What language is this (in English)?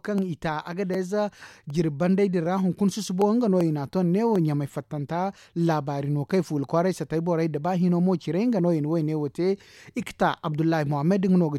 Zarma